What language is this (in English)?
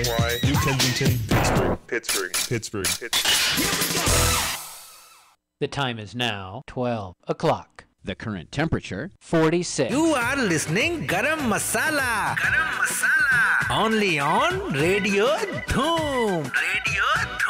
English